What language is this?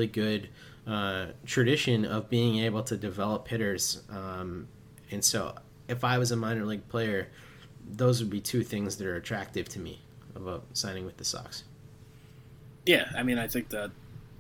English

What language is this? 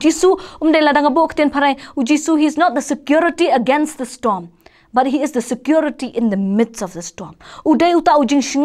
Khasi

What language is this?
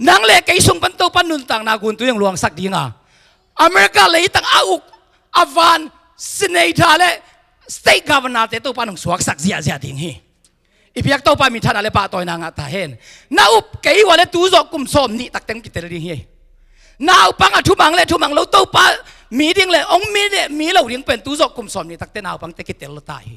Tedim Chin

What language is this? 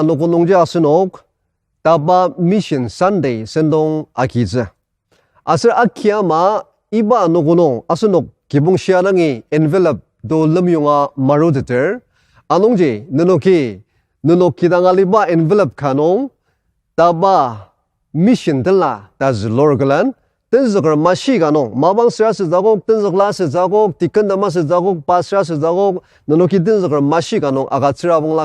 Ao Naga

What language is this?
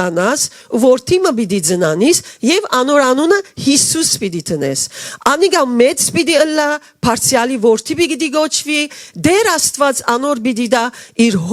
Western Armenian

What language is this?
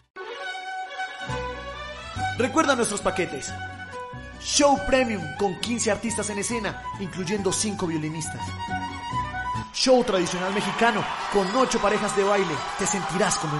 Spanish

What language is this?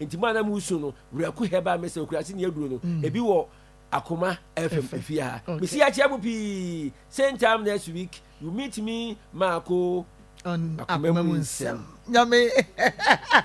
Akan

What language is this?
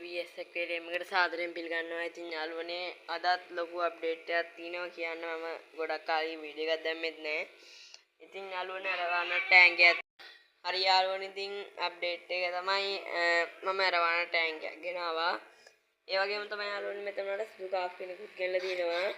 Sinhala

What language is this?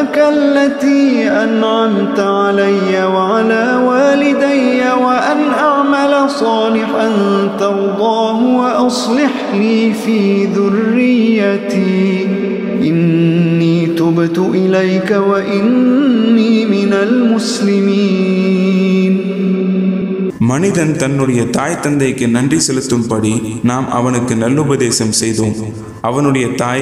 Tamil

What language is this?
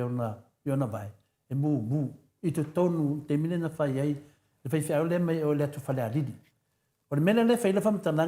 Samoan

